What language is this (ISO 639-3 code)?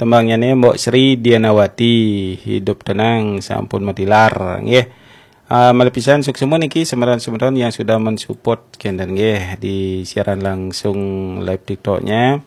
ban